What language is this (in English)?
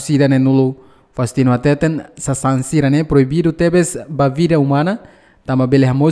Tetum